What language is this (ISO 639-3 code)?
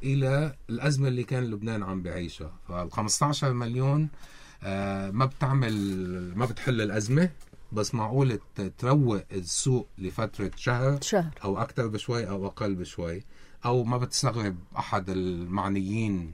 apc